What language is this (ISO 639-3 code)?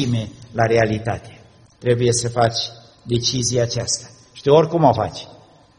ron